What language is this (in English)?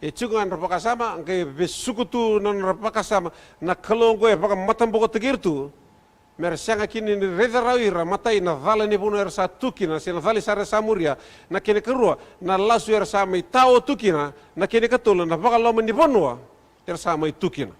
Fijian